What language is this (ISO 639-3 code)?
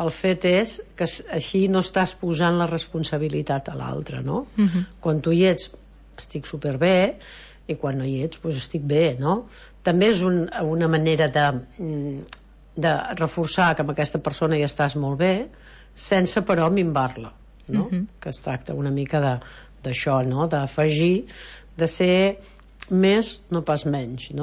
cat